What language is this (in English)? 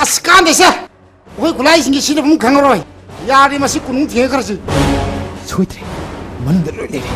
Manipuri